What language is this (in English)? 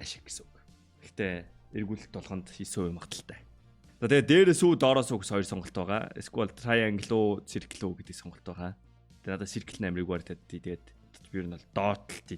Mongolian